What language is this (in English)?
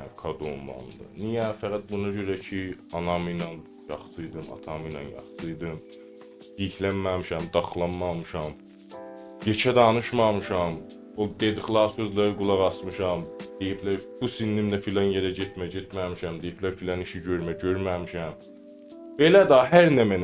South Azerbaijani